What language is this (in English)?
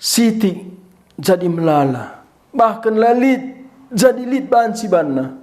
Batak Karo